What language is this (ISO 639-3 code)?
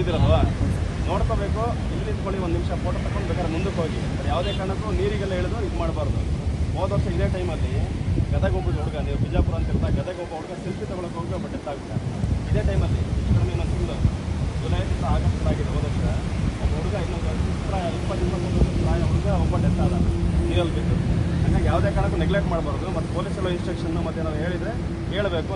kan